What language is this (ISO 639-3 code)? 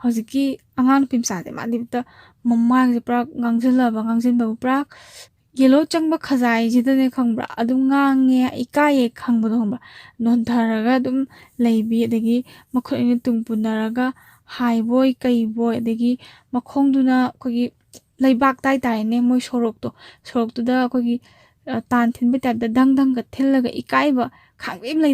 mni